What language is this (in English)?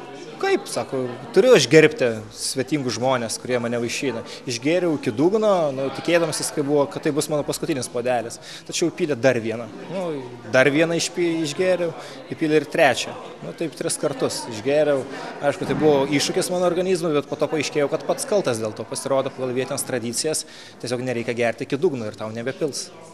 Lithuanian